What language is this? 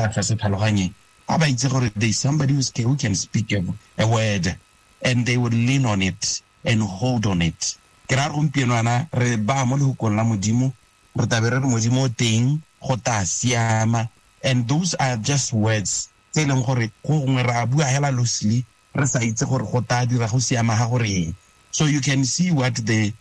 Tswana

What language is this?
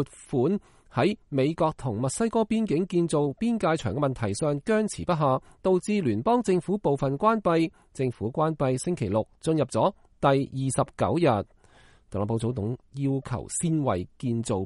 Cantonese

